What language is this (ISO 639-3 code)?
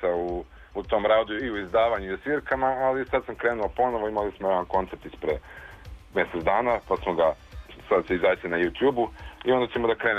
srp